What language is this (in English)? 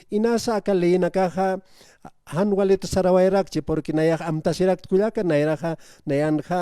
Aymara